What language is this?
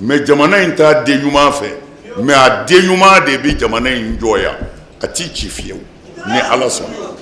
Bambara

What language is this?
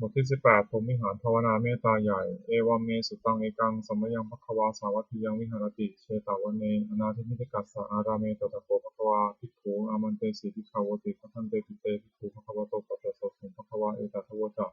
Pali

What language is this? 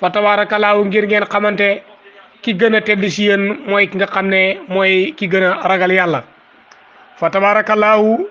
Wolof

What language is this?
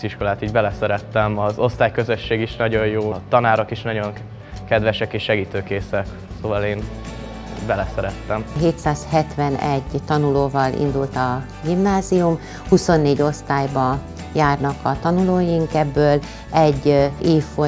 Hungarian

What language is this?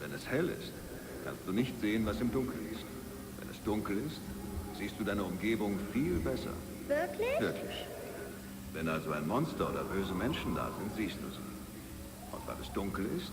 Bavarian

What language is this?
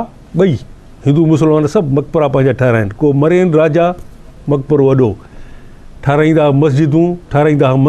Sindhi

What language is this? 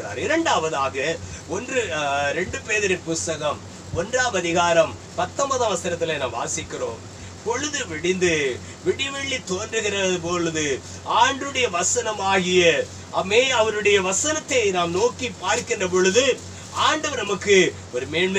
Tamil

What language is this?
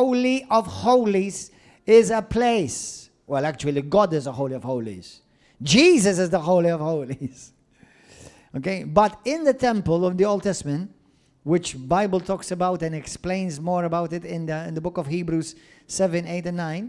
English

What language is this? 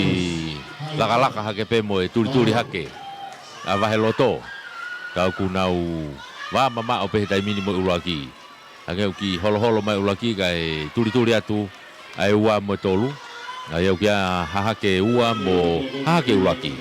Tongan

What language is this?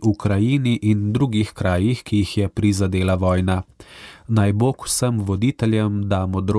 Slovenian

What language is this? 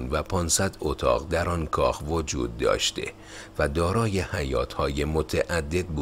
Persian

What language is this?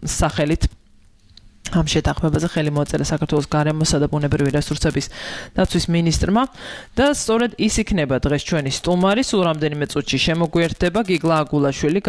Georgian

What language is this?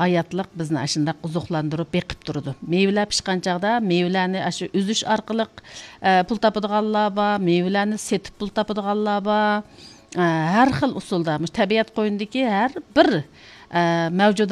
Uyghur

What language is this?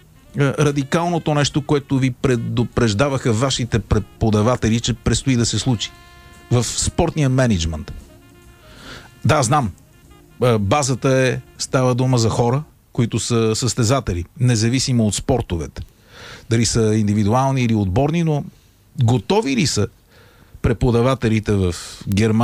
Bulgarian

